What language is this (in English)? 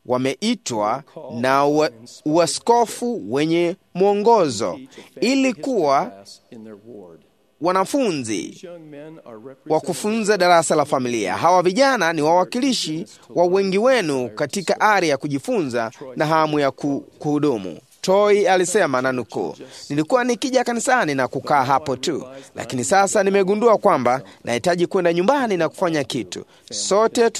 Swahili